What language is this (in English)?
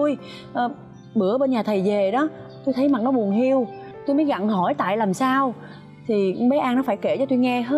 Vietnamese